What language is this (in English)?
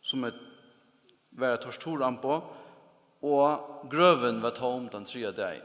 Faroese